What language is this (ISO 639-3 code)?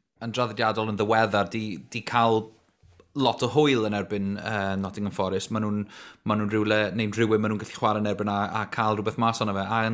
cym